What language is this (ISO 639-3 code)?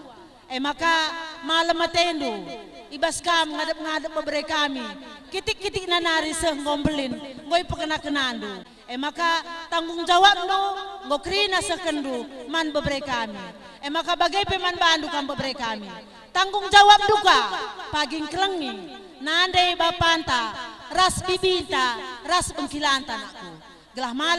btx